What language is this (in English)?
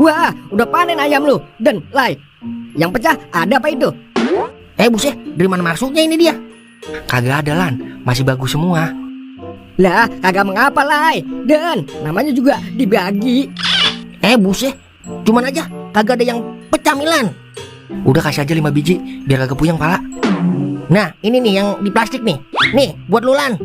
Betawi